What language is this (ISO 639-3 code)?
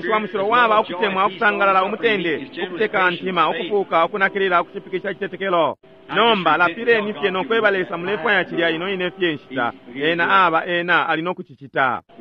bem